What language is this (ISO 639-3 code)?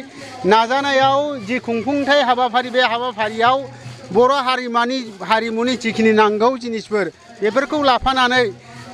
brx